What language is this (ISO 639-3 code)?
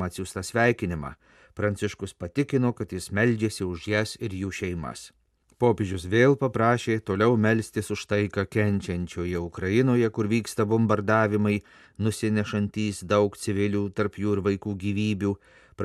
lit